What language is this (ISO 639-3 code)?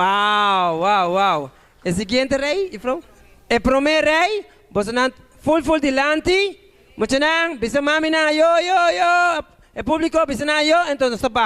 pap